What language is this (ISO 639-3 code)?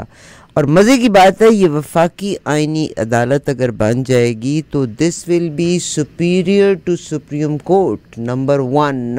urd